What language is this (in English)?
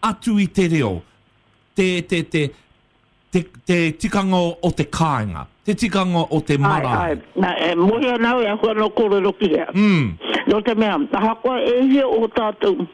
Māori